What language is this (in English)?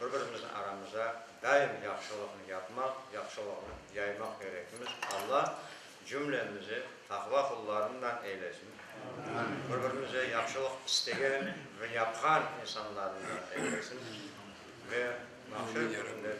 Crimean Tatar